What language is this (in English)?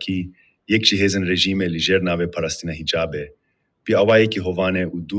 Kurdish